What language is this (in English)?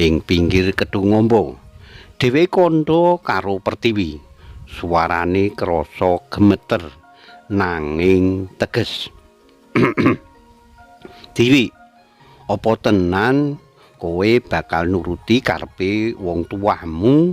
Javanese